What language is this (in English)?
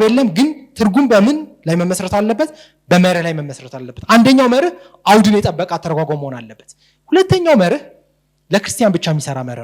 Amharic